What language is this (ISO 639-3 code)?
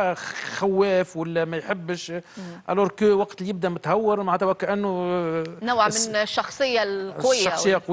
aeb